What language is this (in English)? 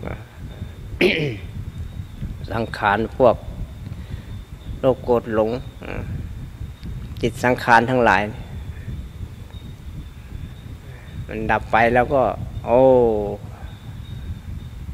Thai